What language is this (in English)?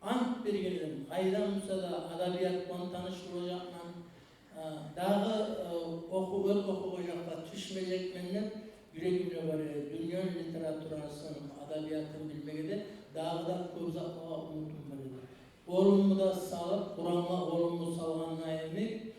Kumyk